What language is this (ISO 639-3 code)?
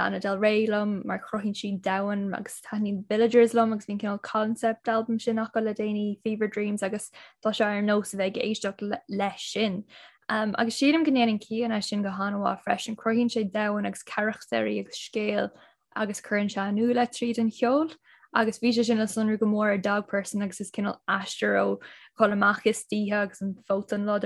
gle